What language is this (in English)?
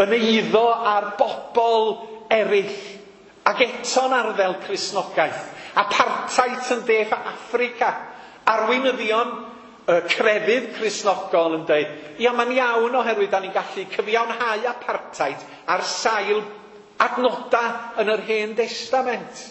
Welsh